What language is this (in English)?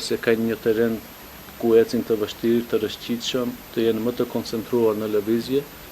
Albanian